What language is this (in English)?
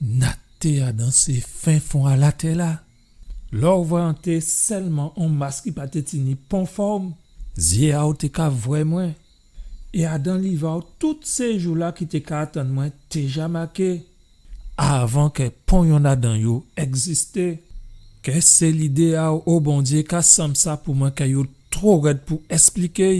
Guadeloupean Creole French